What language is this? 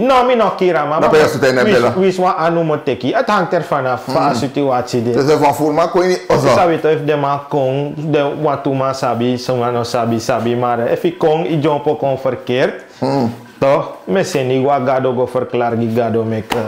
Sranan Tongo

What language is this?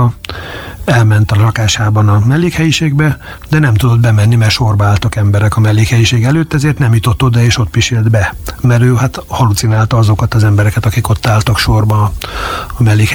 Hungarian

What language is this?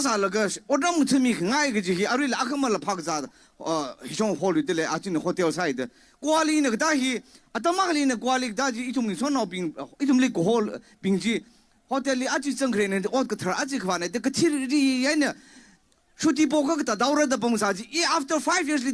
Tangkhul Naga (India)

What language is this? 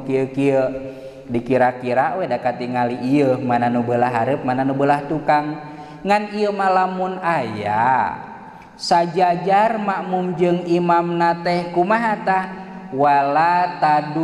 Sundanese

